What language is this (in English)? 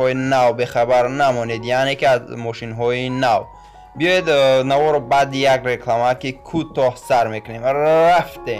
Tajik